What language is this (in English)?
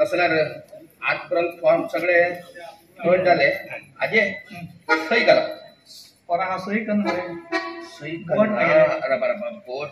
Konkani